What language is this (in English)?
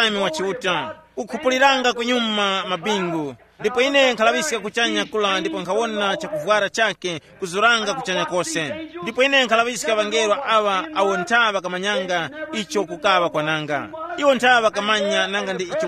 Tumbuka